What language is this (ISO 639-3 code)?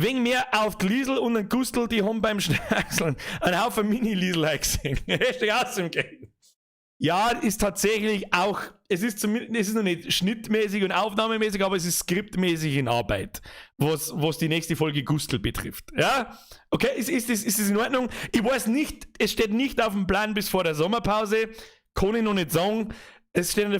bar